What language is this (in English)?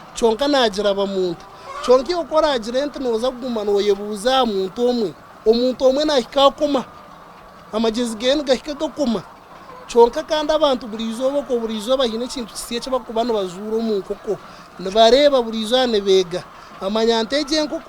Nyankole